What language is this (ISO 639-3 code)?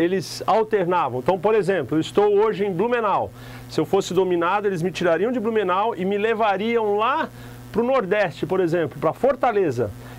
por